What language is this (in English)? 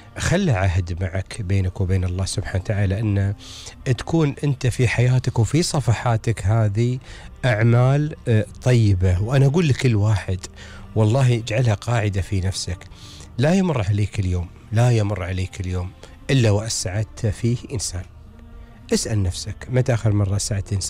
Gulf Arabic